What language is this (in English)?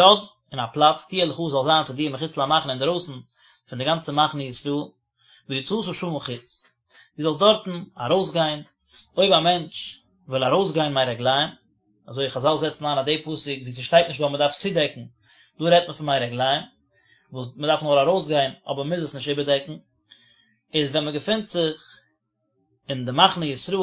Yiddish